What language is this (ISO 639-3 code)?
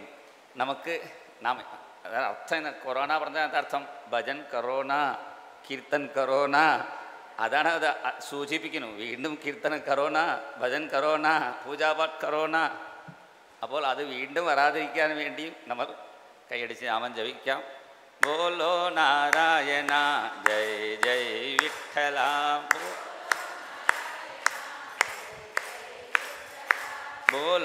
mal